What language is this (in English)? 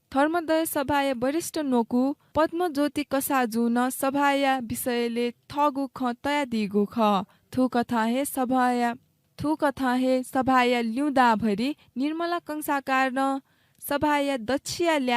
Newari